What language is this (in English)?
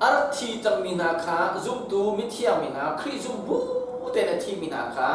Hakha Chin